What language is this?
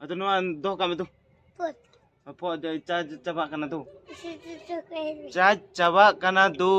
Santali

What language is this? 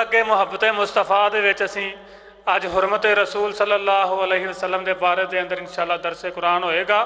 Punjabi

